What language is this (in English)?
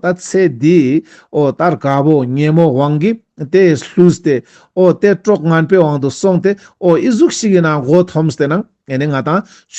Ladakhi